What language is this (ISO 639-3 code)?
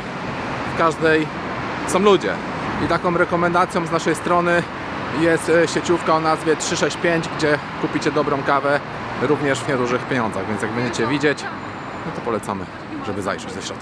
pol